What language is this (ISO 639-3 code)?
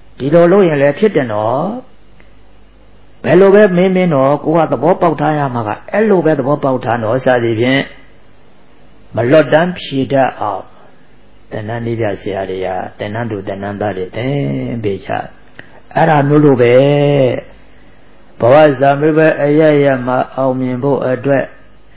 mya